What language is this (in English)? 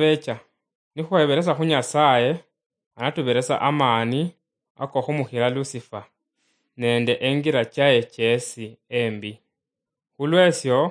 Luyia